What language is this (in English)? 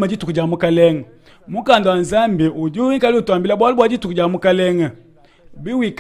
Luba-Lulua